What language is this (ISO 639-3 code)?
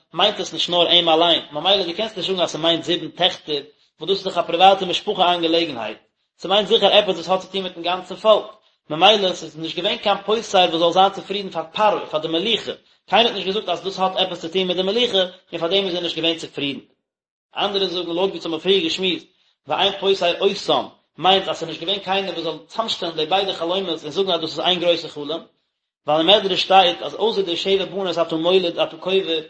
yid